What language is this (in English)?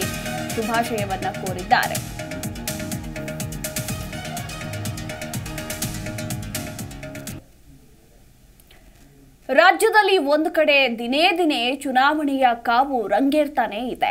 Kannada